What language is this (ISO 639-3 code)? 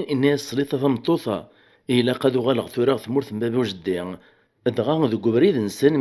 kab